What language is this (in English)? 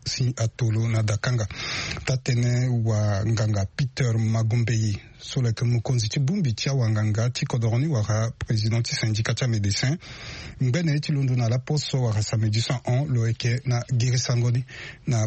Sango